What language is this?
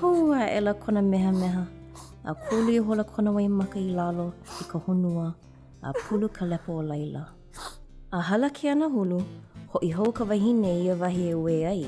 Hawaiian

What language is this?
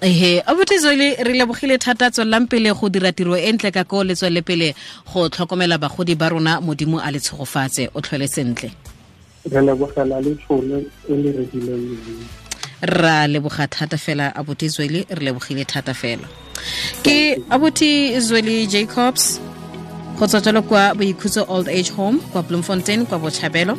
Tswana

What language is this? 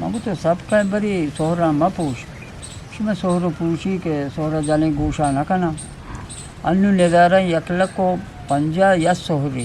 Eastern Balochi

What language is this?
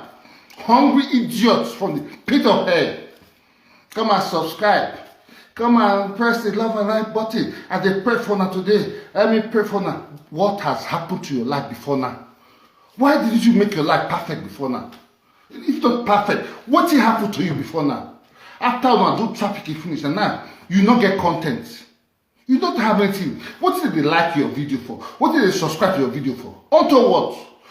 Nigerian Pidgin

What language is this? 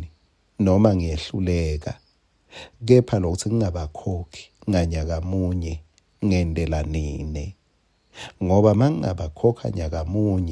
Swati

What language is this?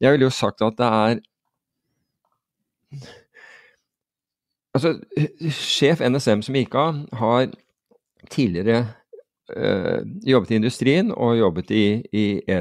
Norwegian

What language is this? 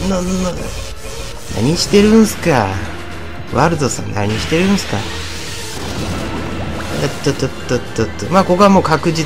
Japanese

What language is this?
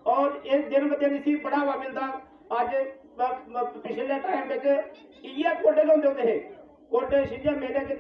Dogri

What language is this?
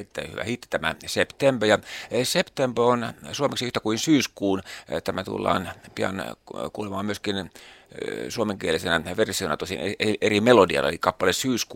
Finnish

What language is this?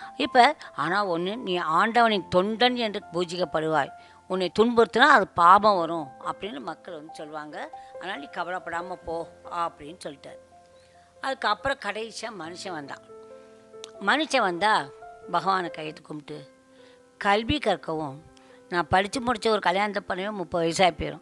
Tamil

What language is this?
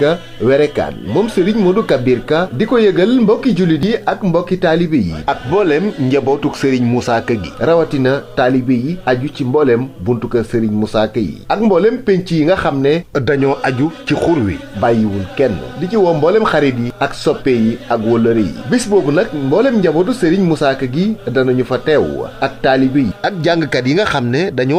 Wolof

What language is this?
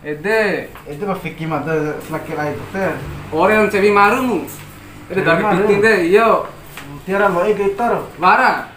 Bima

